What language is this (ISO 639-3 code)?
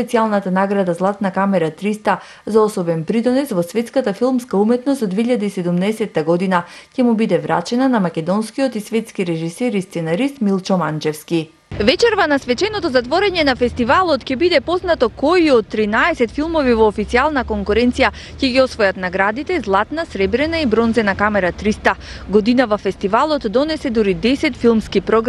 mkd